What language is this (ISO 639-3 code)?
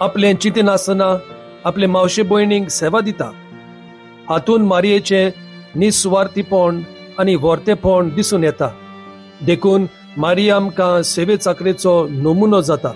kok